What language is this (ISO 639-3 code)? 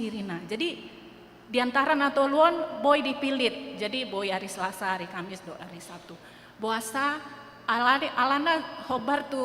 bbc